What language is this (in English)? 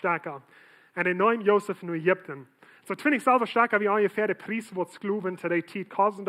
Plautdietsch